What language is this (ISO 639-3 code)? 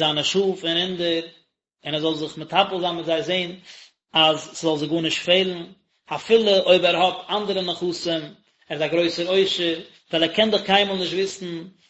yid